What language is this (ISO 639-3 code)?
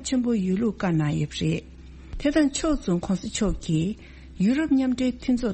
bod